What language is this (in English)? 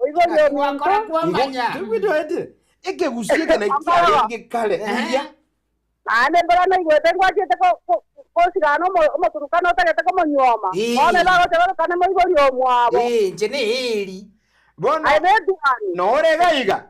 Gusii